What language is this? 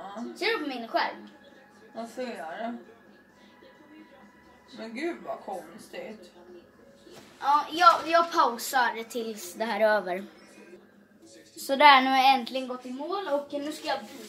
Swedish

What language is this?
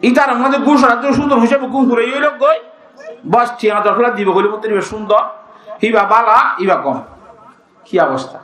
Rohingya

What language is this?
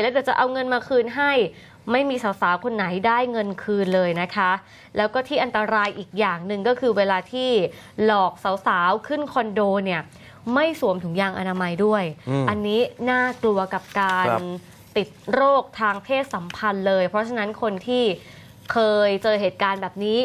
Thai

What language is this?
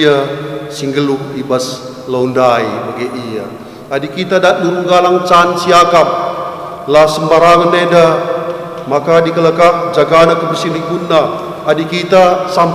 Batak Karo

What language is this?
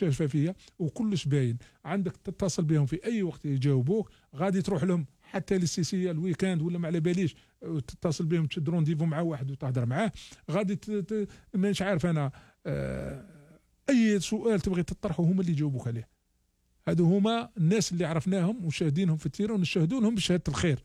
Algerian Arabic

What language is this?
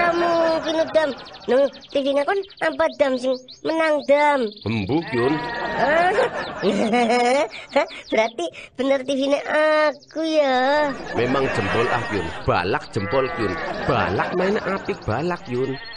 Javanese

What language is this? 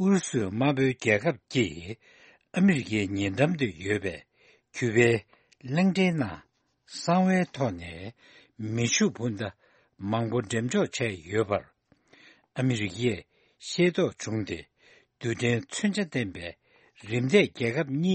Tibetan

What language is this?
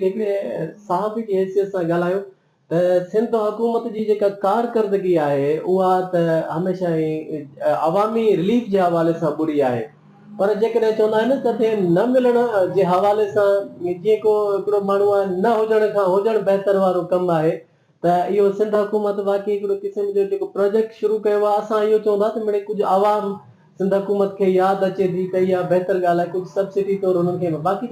Sindhi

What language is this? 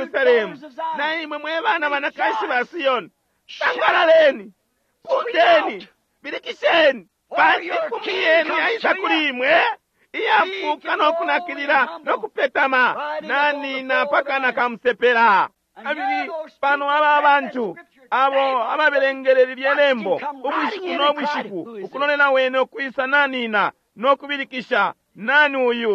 Bemba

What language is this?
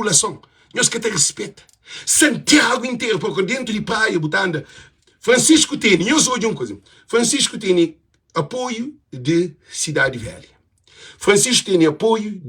Kabuverdianu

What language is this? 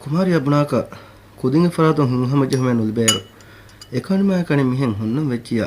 Divehi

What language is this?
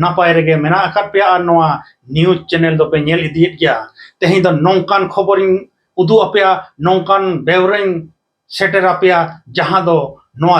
Santali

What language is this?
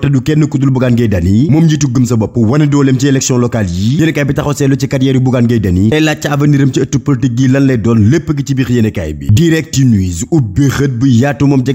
Wolof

